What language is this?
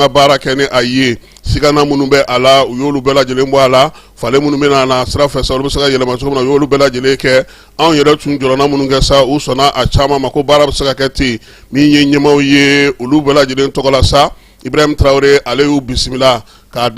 Bambara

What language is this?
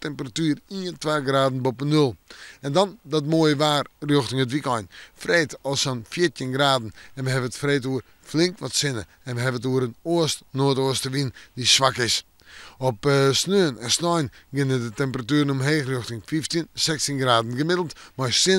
Western Frisian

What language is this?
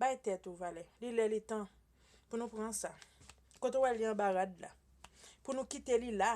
Haitian Creole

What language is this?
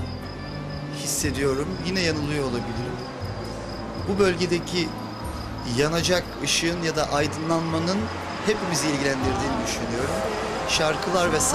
Turkish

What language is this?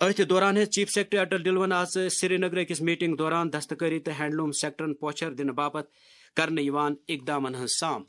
Kashmiri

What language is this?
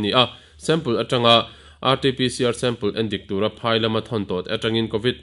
Mizo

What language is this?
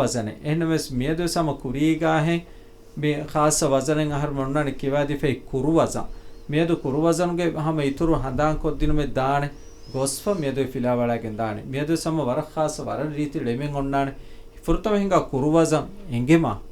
Divehi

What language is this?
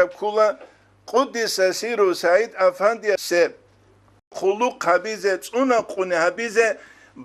Avaric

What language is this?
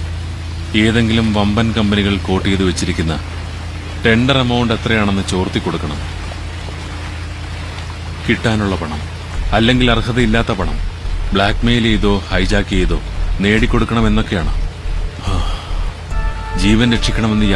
Malayalam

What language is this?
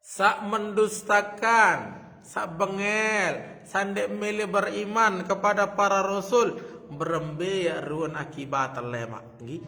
Sasak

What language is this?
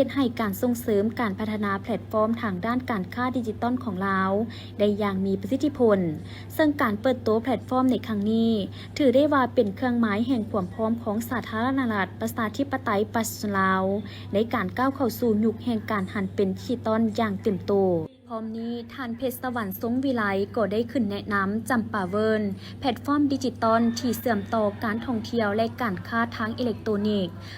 Lao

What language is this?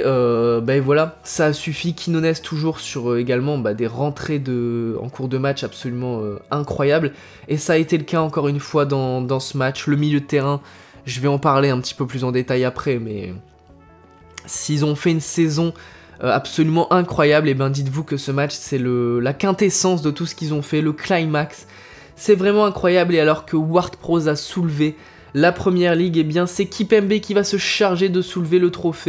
French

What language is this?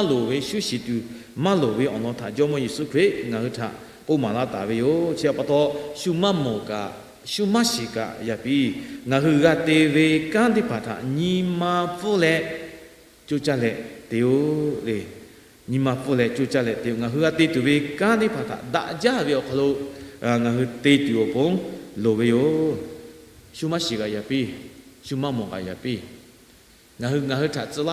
Lahu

